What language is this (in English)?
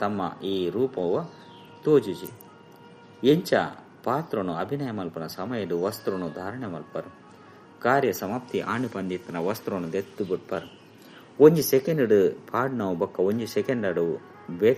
Tulu